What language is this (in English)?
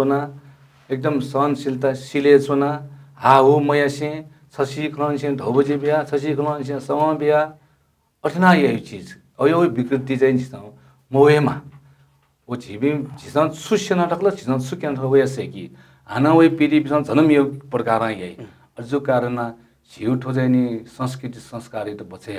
Newari